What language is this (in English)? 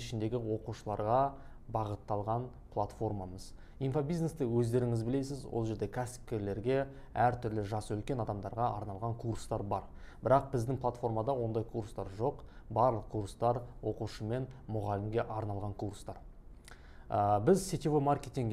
Kazakh